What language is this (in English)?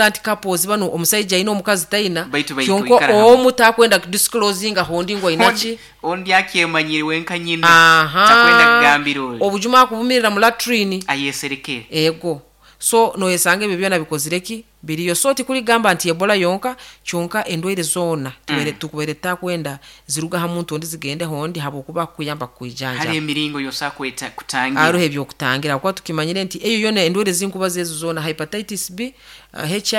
Nyoro